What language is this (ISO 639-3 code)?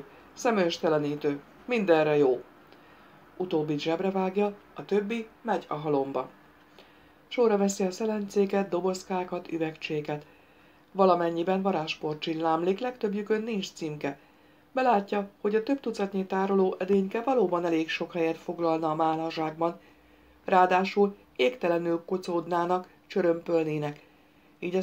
hun